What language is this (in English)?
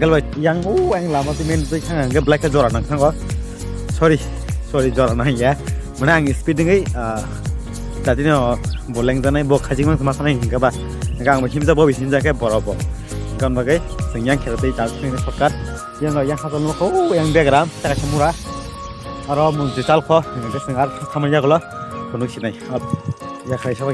Kok Borok